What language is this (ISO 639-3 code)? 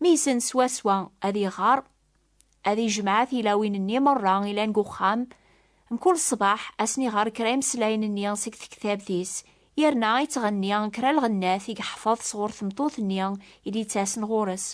kab